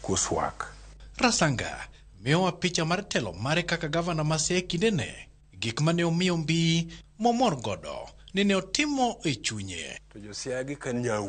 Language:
Luo (Kenya and Tanzania)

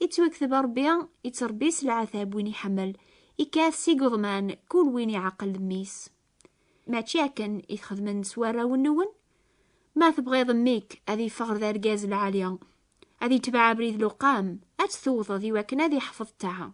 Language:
Kabyle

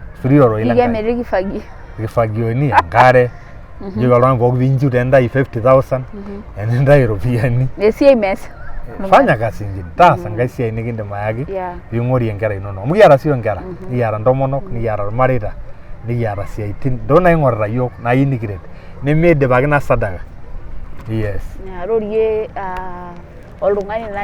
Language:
Masai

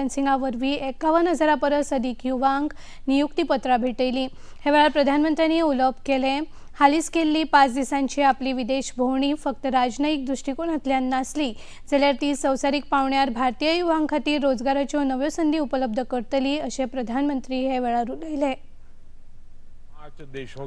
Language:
Konkani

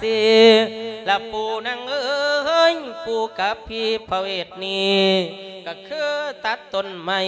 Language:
Lao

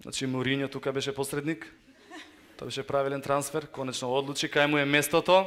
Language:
Macedonian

